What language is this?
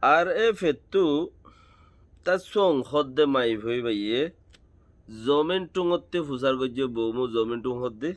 Rohingya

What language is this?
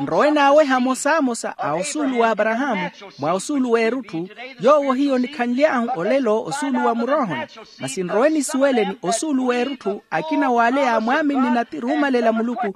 Makhuwa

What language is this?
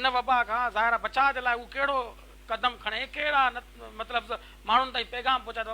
Sindhi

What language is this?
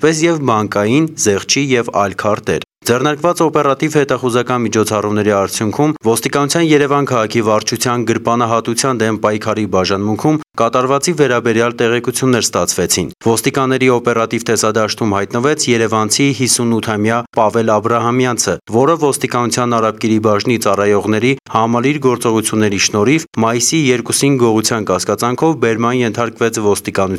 Armenian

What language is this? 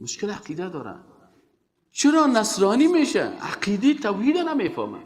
Persian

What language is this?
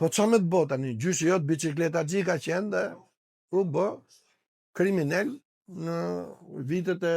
Albanian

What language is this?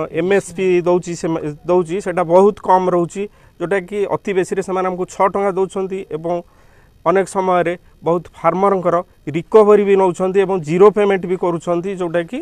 Odia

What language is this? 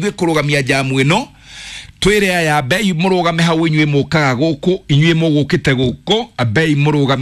Kikuyu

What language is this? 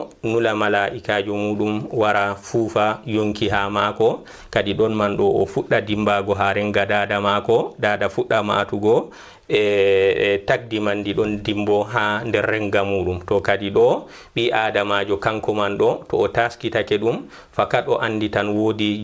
Fula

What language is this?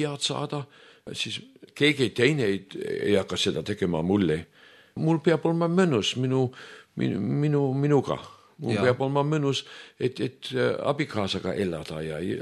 Estonian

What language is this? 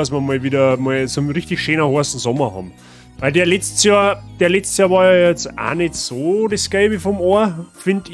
Bavarian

